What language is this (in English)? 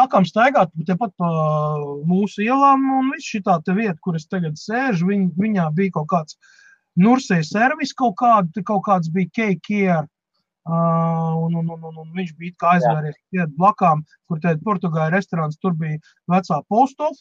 Latvian